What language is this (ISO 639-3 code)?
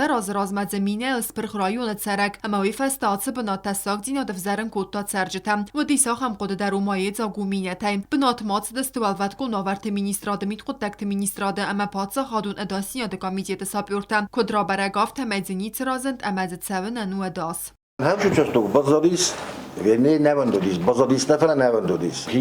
oss